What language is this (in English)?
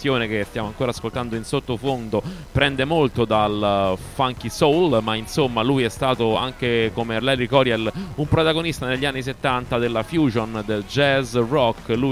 Italian